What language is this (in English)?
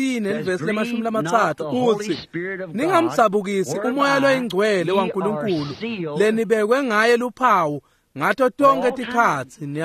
Swati